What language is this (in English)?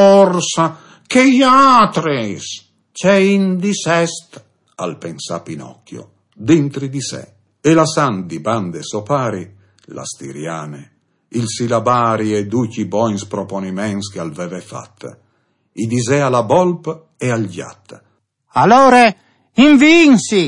Friulian